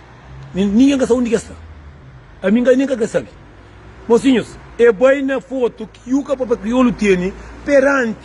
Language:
Kabuverdianu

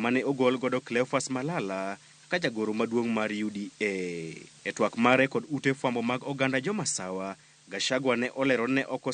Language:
Luo (Kenya and Tanzania)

